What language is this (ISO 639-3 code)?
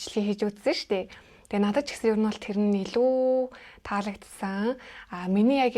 mon